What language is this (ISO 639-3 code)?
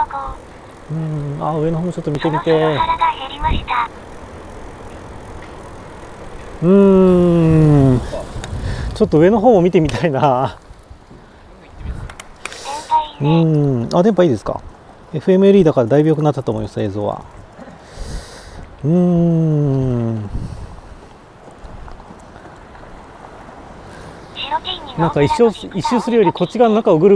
jpn